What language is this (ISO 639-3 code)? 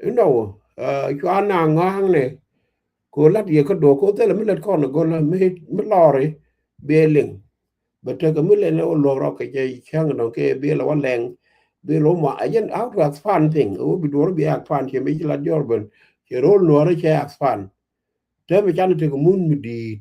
nus